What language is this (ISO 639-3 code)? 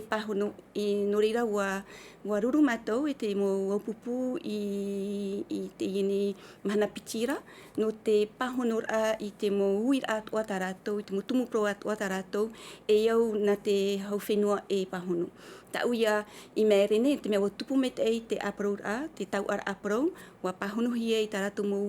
tah